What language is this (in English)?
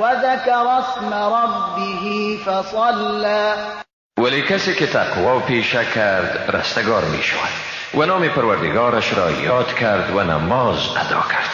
Persian